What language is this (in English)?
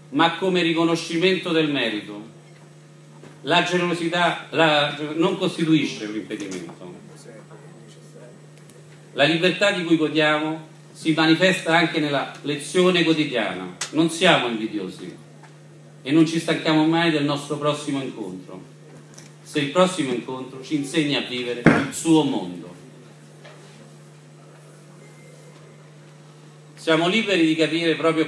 Italian